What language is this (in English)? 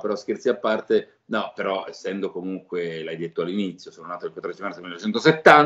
Italian